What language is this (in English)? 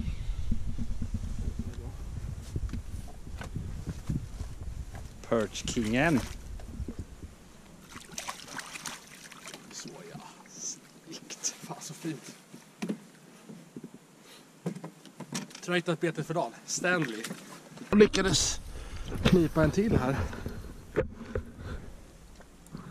Swedish